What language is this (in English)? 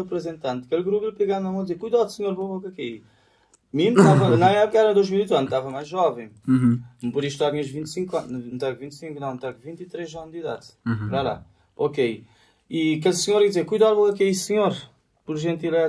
Kabuverdianu